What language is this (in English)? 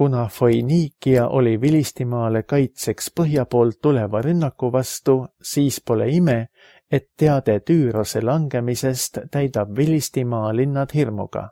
Estonian